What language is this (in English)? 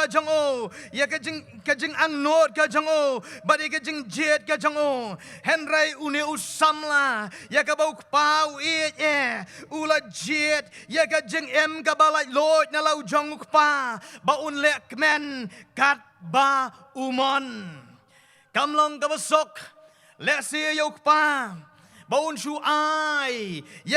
Khasi